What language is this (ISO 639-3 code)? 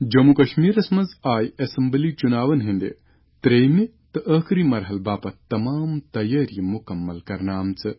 kas